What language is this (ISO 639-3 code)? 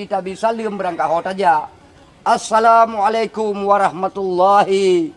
ace